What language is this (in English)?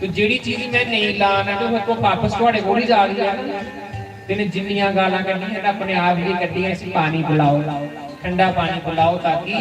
Dogri